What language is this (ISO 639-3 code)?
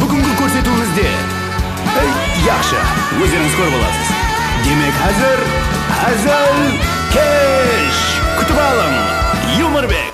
kaa